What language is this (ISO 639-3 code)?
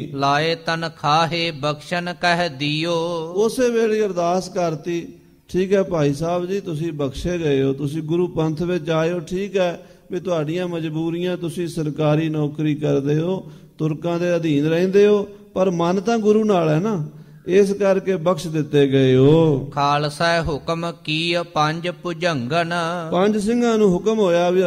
pan